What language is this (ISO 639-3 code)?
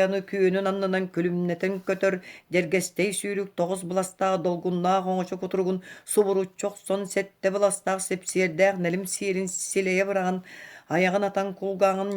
sah